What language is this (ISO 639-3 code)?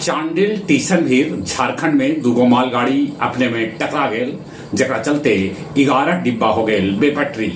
mag